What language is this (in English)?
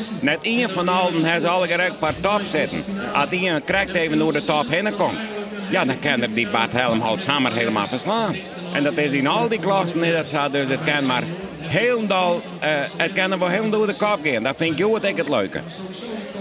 Western Frisian